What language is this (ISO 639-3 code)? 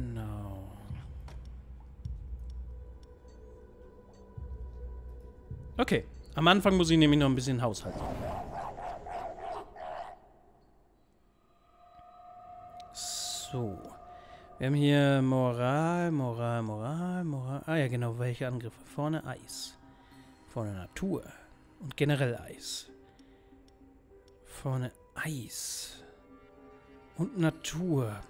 deu